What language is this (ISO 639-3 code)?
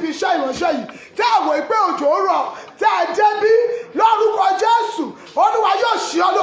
yor